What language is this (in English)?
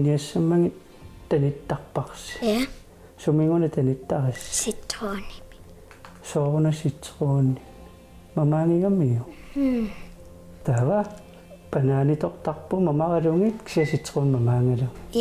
Kalaallisut